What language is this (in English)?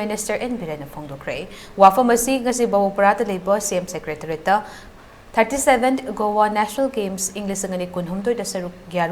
Manipuri